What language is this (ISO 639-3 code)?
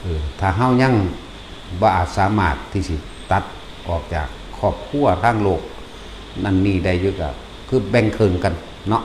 tts